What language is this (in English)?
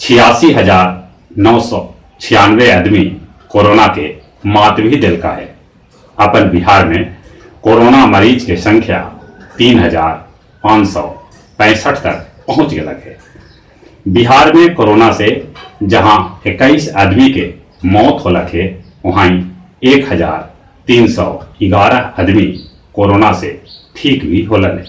Magahi